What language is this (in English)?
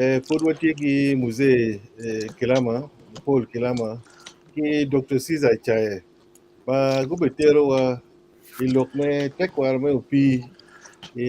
Acoli